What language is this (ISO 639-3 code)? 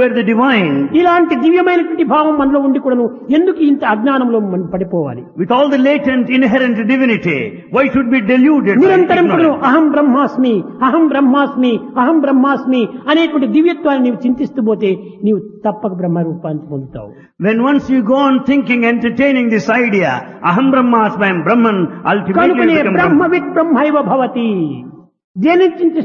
tel